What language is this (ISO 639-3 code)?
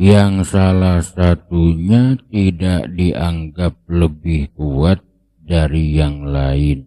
sun